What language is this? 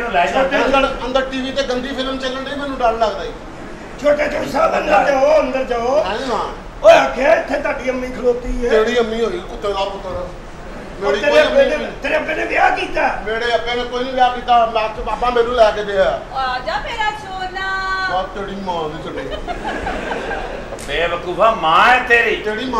Punjabi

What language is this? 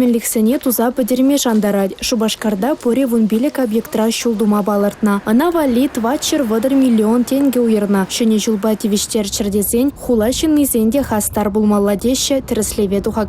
Chuvash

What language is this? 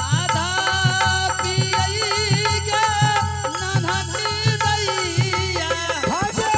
Angika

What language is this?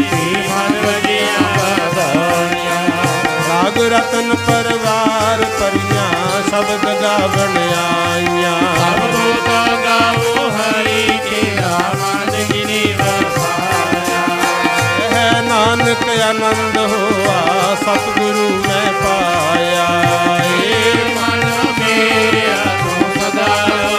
Punjabi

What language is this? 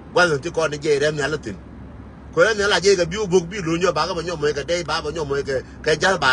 Nuer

